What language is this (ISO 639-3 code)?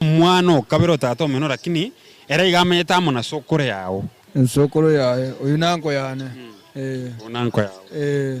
guz